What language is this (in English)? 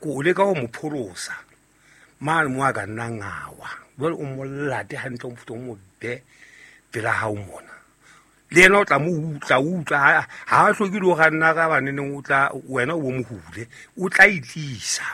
Southern Sotho